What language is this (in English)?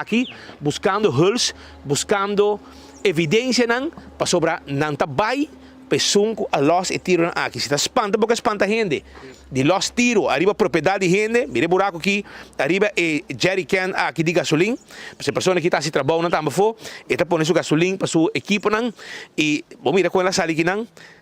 Papiamento